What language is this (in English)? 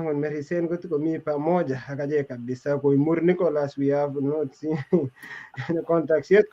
Kalenjin